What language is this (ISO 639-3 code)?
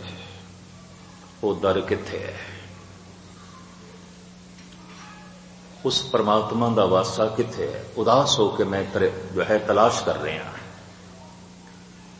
pan